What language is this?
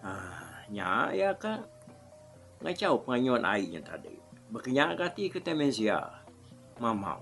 Iban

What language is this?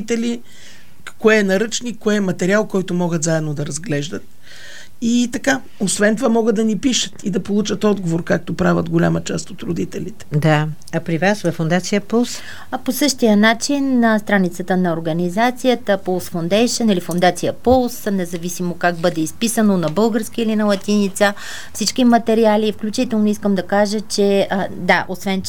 Bulgarian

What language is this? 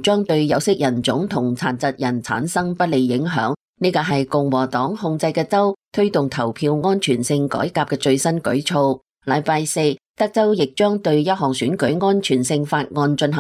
Cantonese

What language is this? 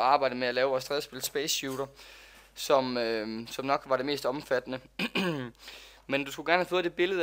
Danish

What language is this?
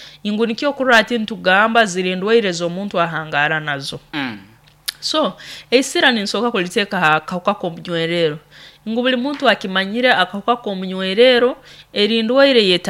Nyoro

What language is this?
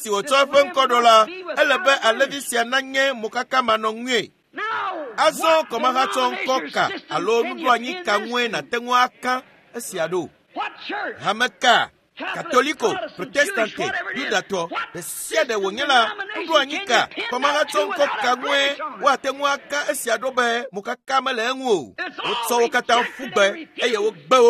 Ewe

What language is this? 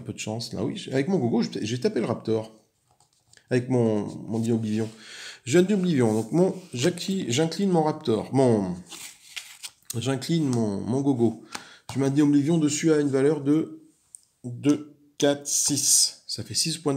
French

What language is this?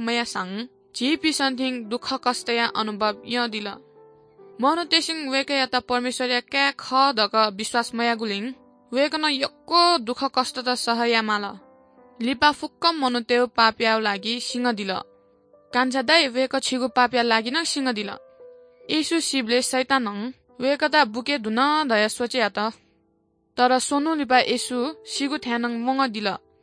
Newari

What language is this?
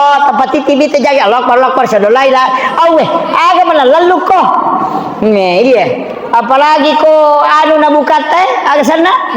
Buginese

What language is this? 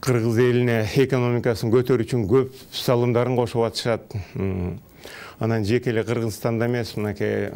Kyrgyz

